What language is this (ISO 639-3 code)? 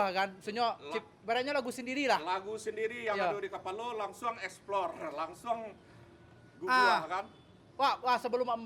min